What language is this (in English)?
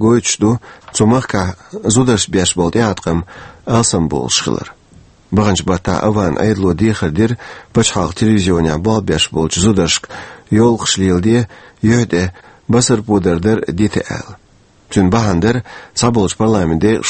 Chechen